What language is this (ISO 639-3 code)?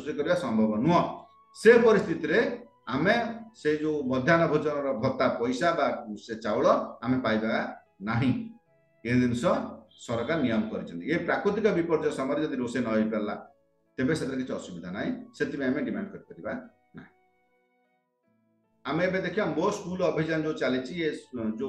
ori